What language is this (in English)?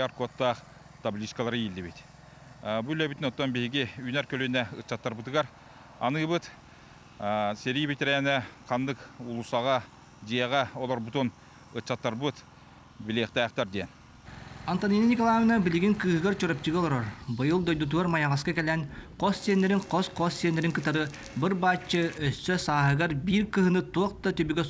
Yakut